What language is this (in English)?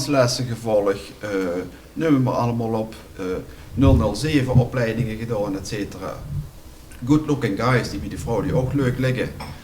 Limburgish